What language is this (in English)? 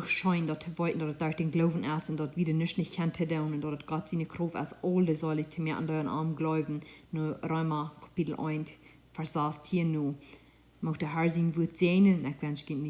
Plautdietsch